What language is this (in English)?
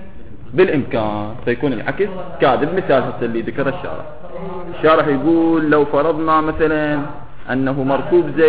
Mesopotamian Arabic